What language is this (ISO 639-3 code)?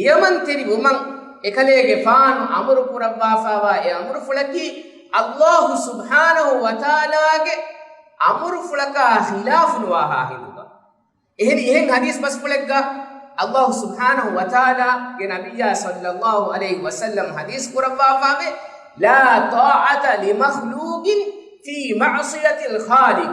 div